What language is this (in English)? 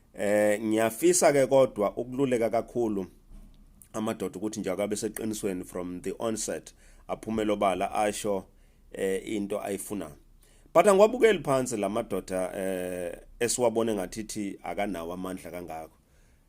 Zulu